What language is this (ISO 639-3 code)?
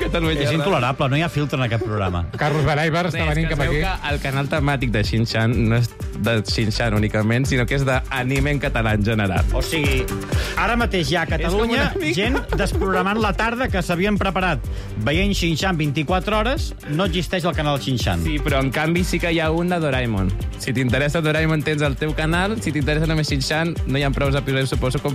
cat